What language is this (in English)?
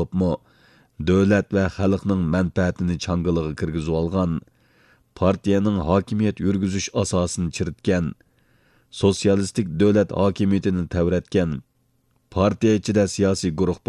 Uyghur